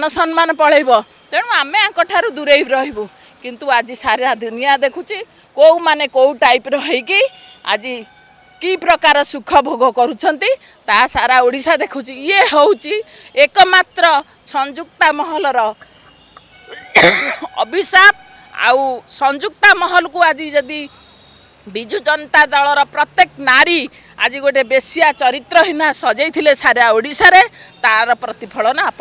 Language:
Odia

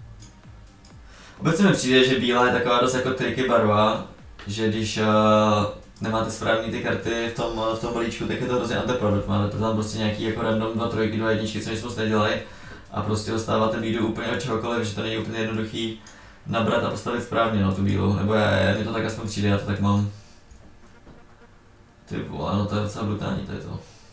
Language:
Czech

